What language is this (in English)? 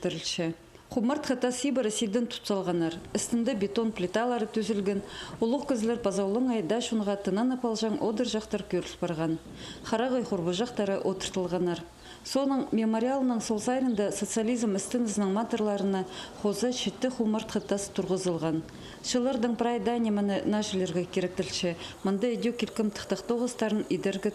Khakas